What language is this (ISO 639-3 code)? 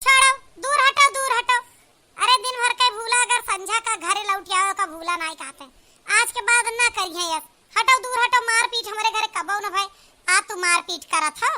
awa